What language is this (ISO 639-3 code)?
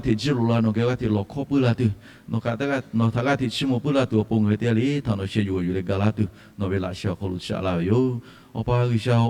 lhu